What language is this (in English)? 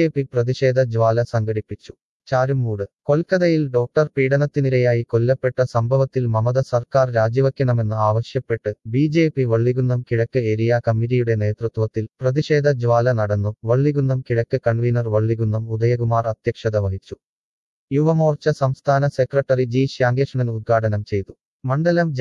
Malayalam